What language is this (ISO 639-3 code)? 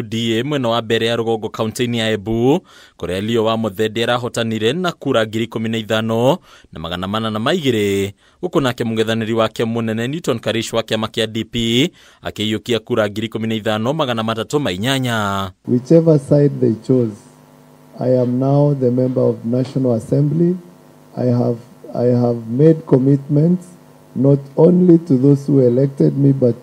kik